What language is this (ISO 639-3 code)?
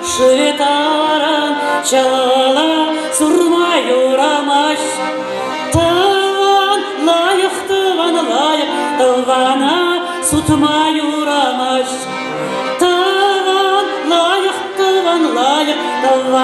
chv